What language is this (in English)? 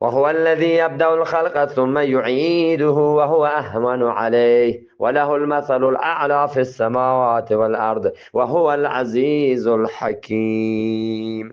Eastern Balochi